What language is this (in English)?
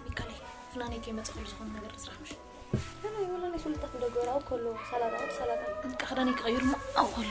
Tigrinya